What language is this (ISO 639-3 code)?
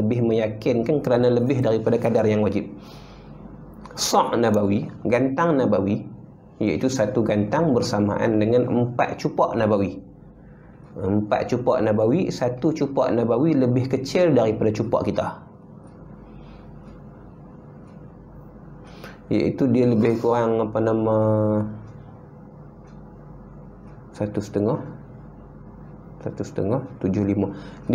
msa